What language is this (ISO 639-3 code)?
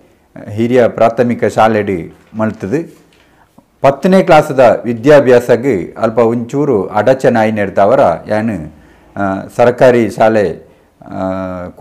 tcy